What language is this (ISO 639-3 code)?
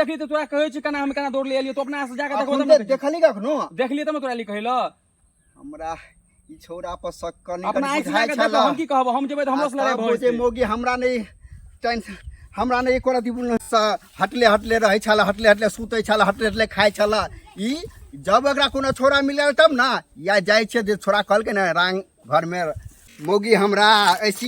mai